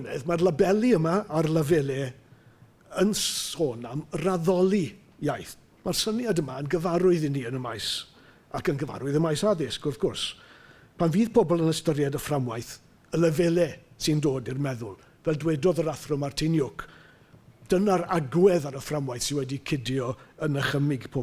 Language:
Welsh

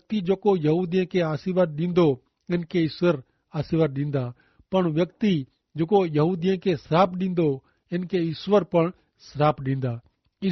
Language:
Kachhi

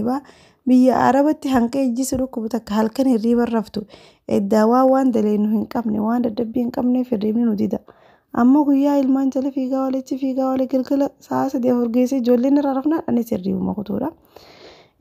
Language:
Oromo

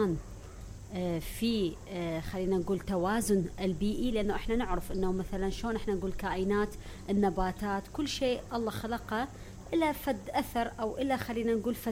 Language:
Mesopotamian Arabic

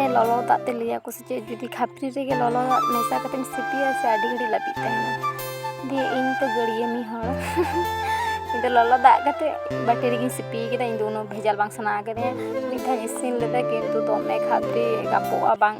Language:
Santali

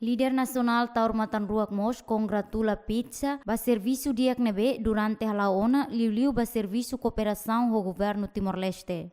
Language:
Tetum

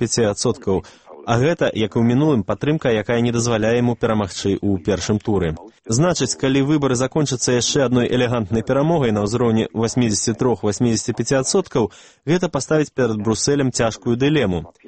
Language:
Belarusian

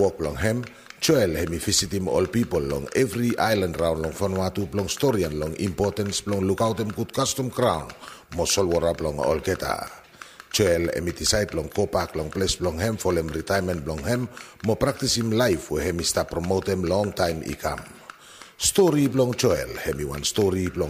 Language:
Bislama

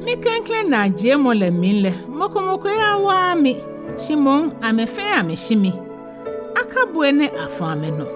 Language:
Ga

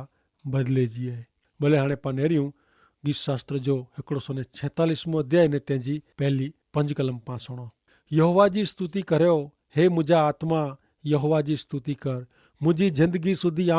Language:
Kachhi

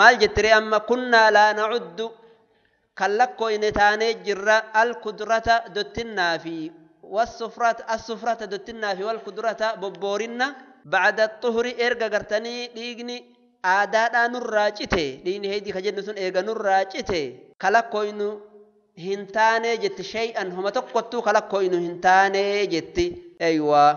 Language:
Oromo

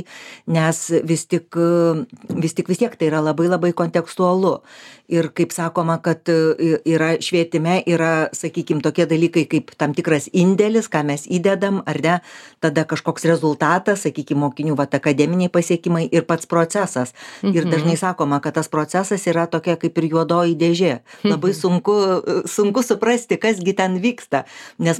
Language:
Lithuanian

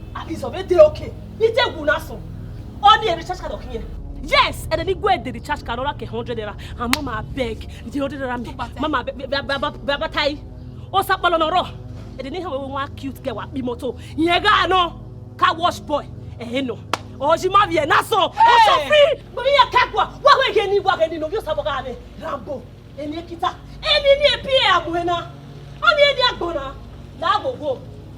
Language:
Bini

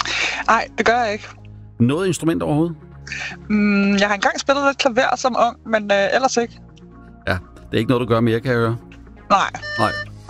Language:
Danish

